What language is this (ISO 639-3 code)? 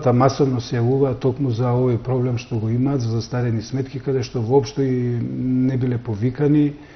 mkd